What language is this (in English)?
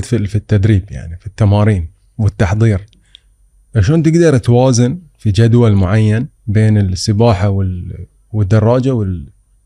Gulf Arabic